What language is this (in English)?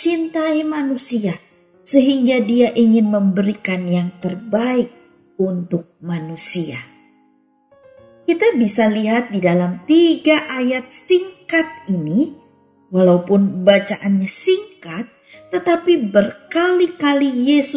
Indonesian